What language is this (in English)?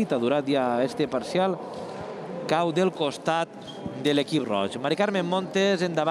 Catalan